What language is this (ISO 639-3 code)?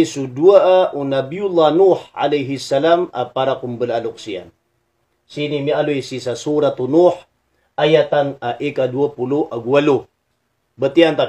mrw